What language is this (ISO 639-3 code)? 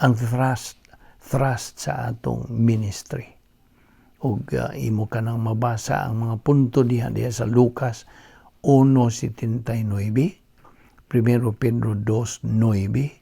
ceb